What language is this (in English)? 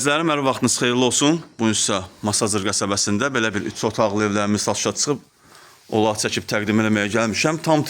Azerbaijani